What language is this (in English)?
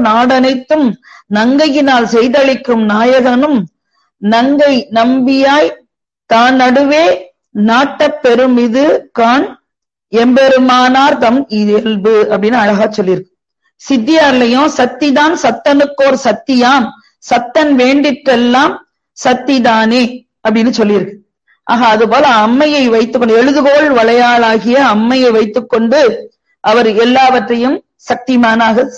Tamil